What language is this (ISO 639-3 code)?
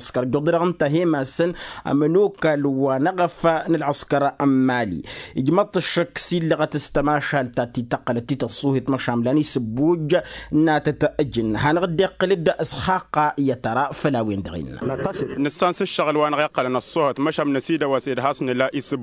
taq